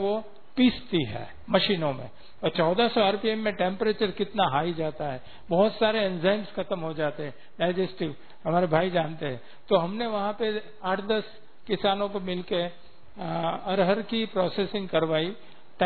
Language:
Hindi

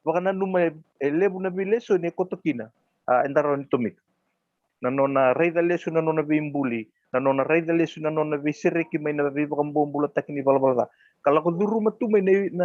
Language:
Fijian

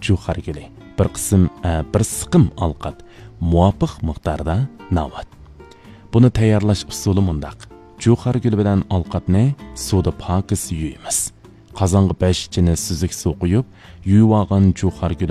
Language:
Uyghur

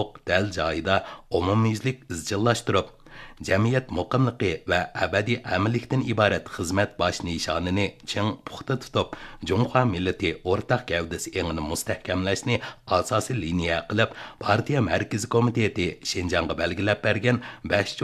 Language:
Uyghur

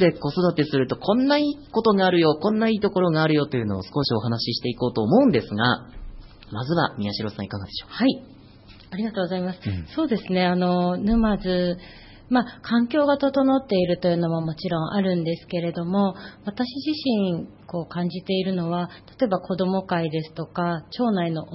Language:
Japanese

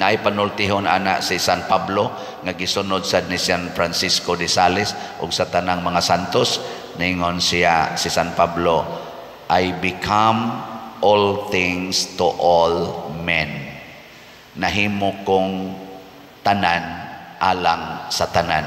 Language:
Cebuano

